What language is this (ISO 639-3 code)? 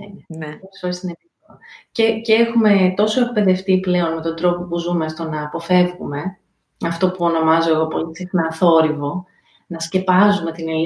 ell